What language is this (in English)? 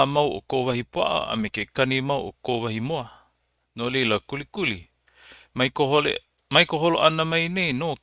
Hawaiian